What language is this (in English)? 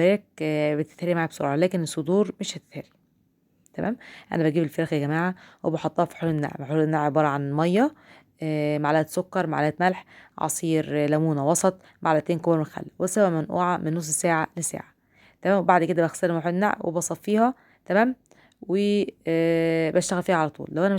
Egyptian Arabic